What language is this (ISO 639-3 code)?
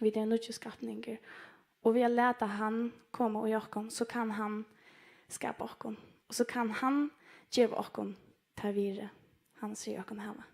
fao